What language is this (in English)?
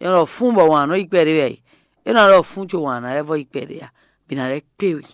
Fon